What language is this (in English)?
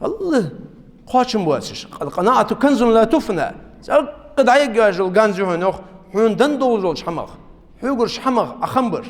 Ingush